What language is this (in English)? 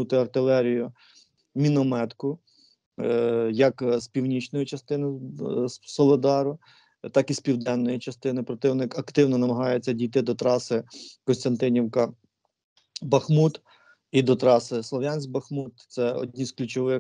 Ukrainian